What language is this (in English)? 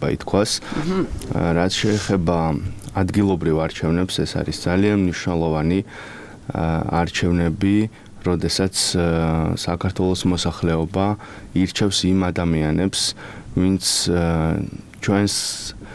Georgian